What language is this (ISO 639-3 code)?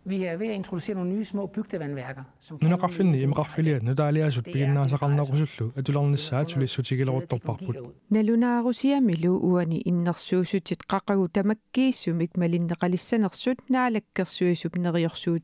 kal